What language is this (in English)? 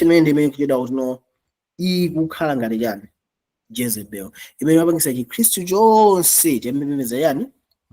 Nyanja